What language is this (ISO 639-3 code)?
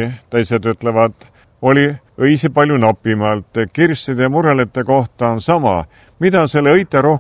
est